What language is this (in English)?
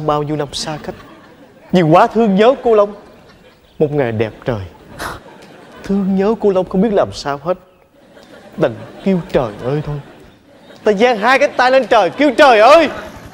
Vietnamese